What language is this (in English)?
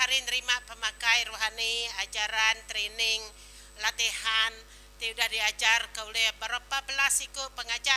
Iban